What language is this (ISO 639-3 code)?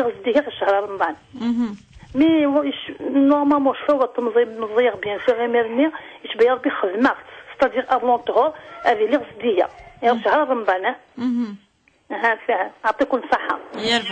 kab